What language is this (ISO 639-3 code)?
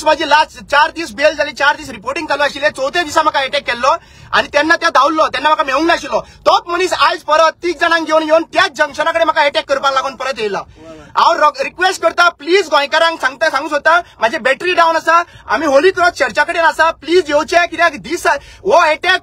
kok